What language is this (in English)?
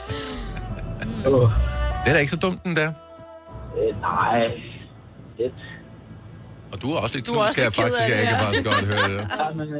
Danish